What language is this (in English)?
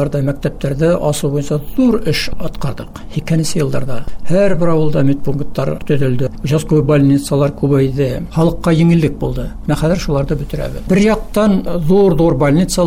Bashkir